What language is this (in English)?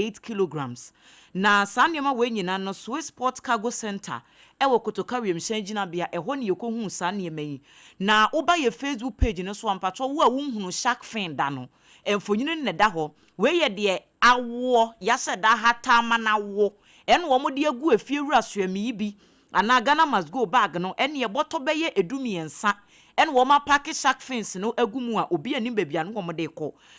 Akan